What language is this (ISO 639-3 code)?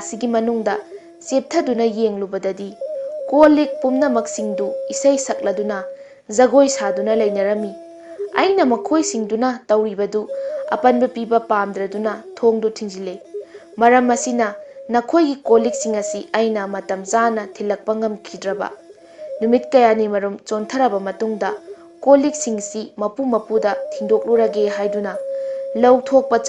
mni